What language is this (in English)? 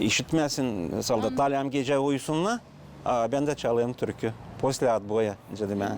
Gagauz